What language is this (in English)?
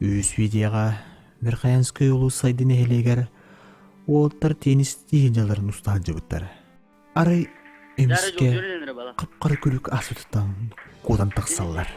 Yakut